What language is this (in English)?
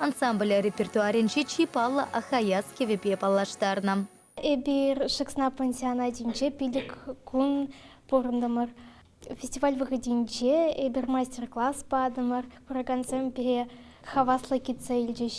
Chuvash